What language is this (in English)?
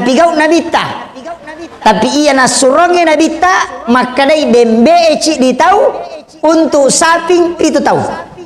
Buginese